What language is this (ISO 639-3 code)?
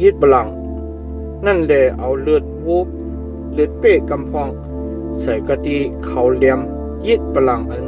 shn